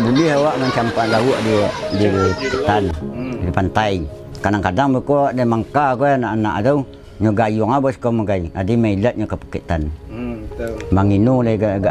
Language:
Minangkabau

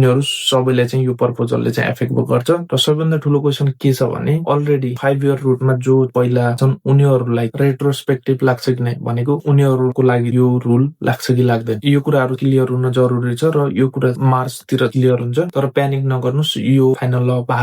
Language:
Nepali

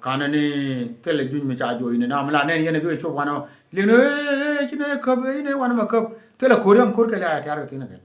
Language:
Nuer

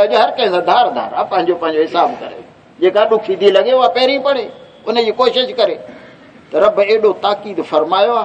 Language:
Saraiki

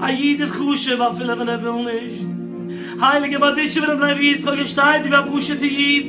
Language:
Yiddish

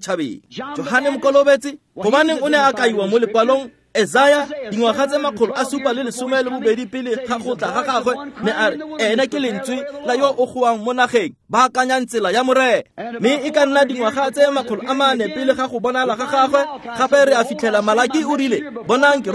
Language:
Tswana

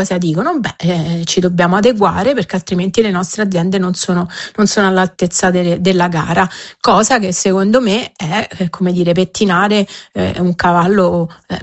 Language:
Italian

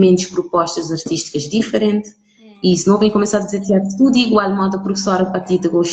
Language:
Kabuverdianu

